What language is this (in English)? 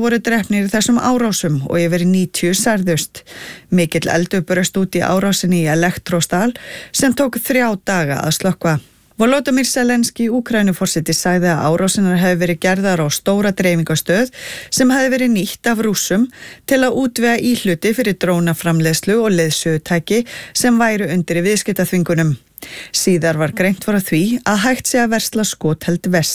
Icelandic